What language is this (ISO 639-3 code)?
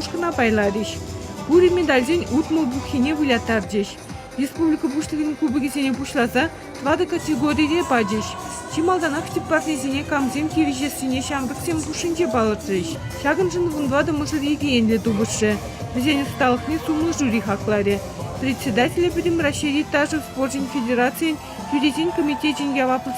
chv